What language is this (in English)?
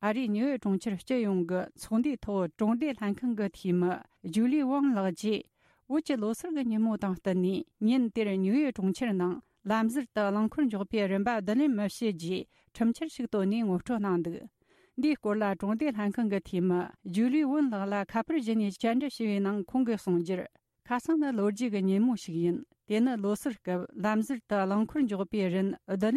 Tibetan